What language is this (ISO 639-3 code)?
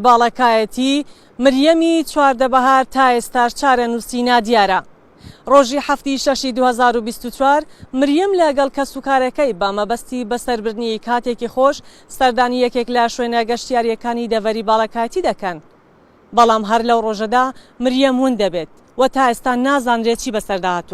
ckb